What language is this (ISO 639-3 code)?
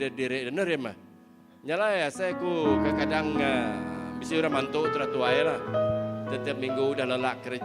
iba